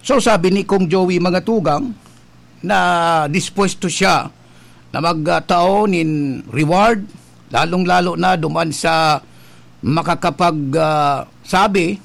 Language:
Bikol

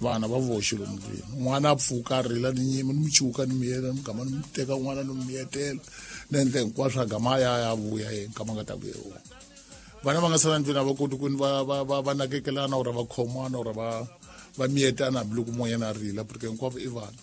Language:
Tsonga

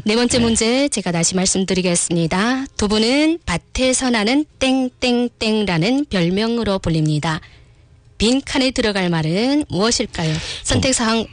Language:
Korean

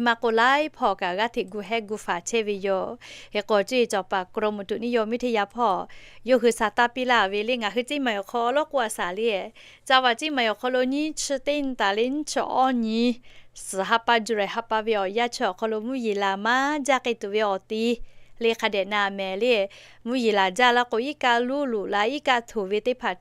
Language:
Lahu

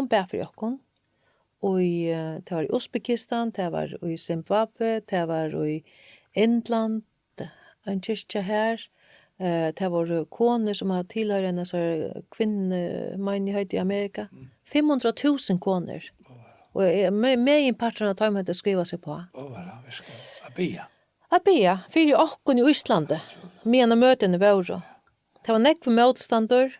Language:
Faroese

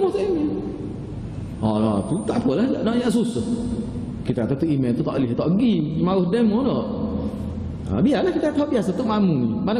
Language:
Malay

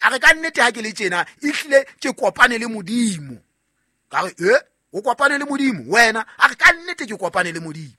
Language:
Southern Sotho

